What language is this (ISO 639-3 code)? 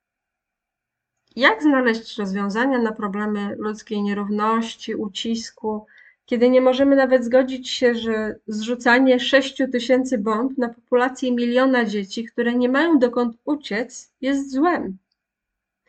pol